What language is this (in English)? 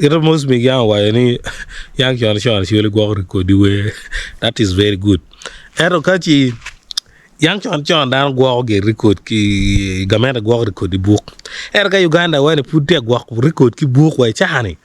Acoli